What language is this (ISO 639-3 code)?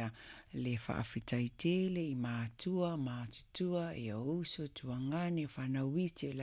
smo